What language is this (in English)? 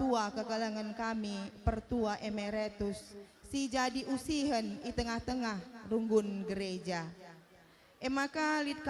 Batak Karo